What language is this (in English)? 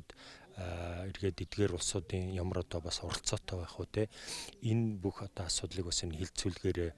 Mongolian